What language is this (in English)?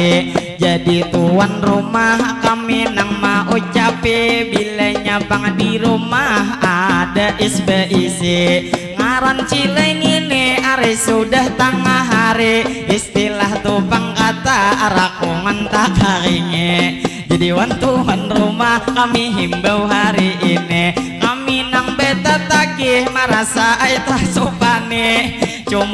Banjar